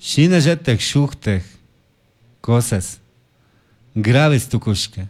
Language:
Chimborazo Highland Quichua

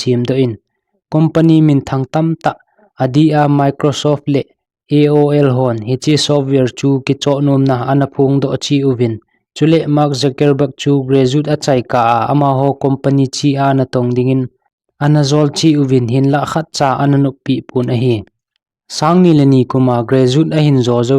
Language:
Thado Chin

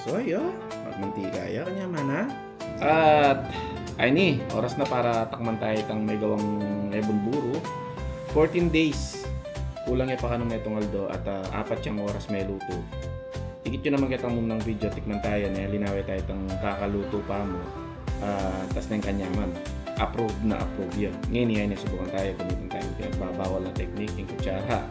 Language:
Pampanga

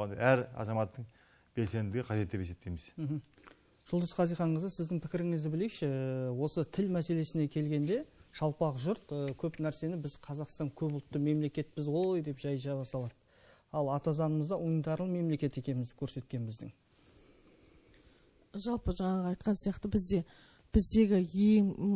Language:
Kazakh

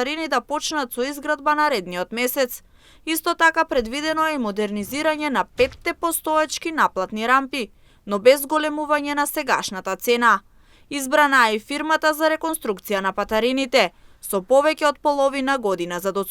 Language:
Macedonian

